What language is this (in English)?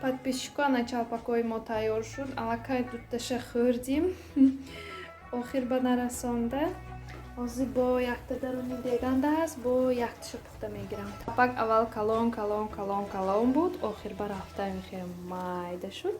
Tajik